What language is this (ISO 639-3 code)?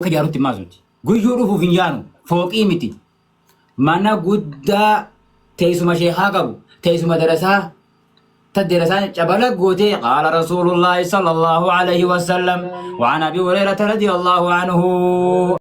orm